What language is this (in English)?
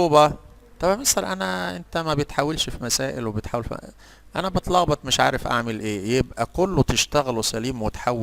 Egyptian Arabic